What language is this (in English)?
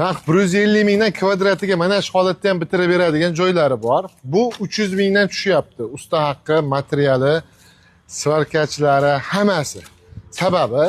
Uzbek